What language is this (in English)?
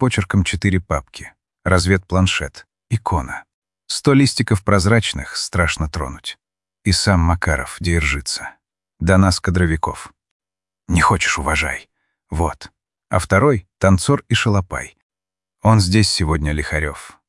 Russian